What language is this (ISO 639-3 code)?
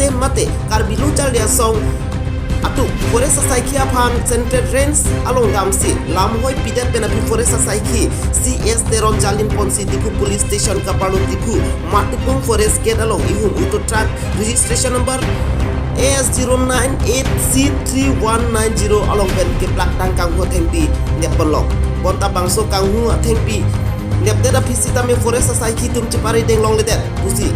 mjw